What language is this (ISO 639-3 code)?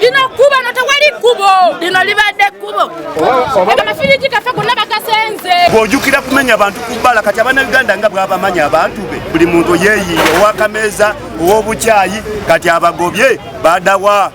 lug